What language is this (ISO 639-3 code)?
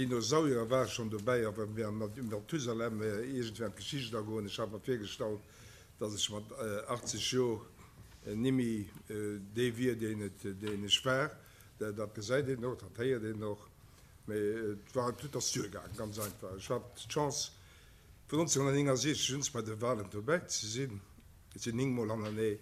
ltz